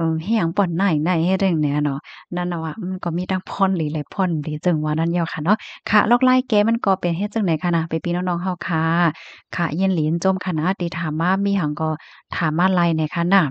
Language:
Shan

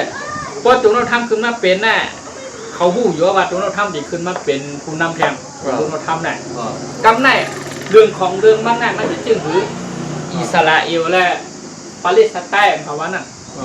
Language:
Shan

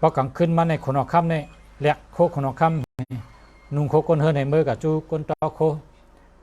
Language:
Shan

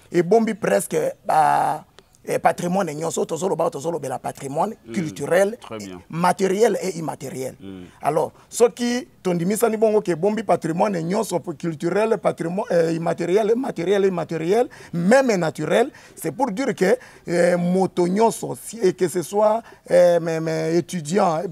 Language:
Lingala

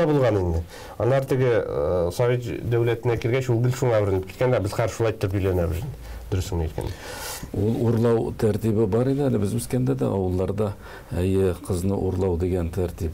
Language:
Tatar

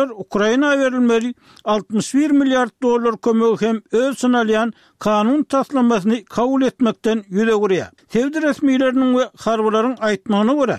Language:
Turkmen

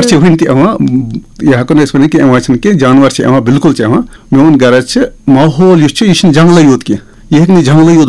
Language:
Kashmiri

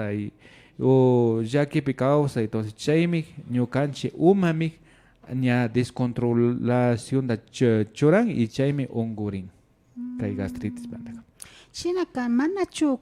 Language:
Imbabura Highland Quichua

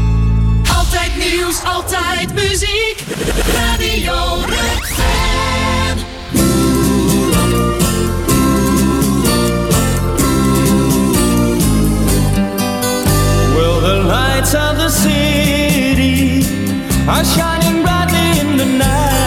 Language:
Dutch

